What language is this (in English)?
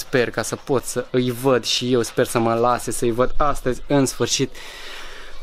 Romanian